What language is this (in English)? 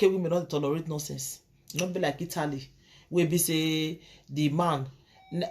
Nigerian Pidgin